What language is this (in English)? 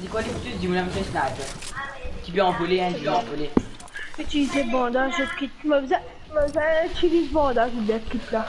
Morisyen